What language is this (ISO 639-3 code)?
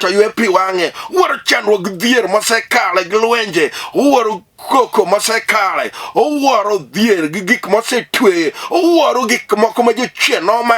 luo